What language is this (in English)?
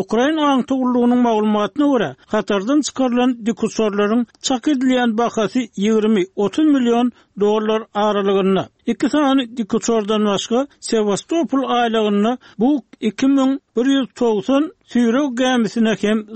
Turkmen